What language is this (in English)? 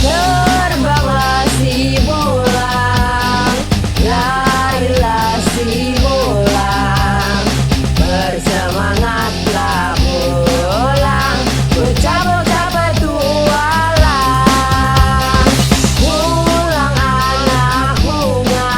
Banjar